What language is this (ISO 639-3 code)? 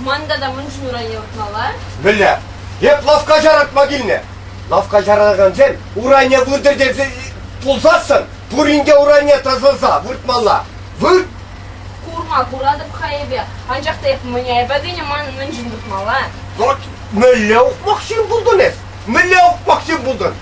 chv